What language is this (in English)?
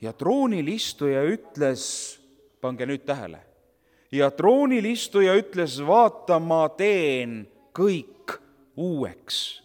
Estonian